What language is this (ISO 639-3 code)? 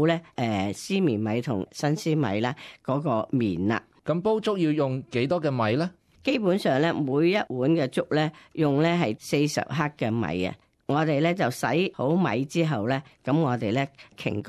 yue